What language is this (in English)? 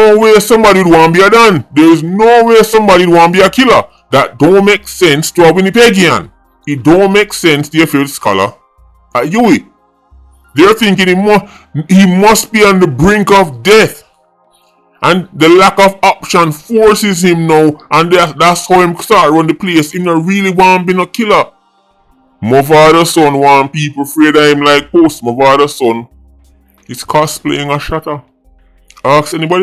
Jamaican Creole English